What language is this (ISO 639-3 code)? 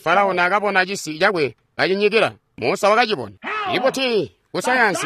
toi